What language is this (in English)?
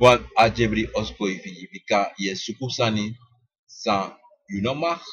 Sranan Tongo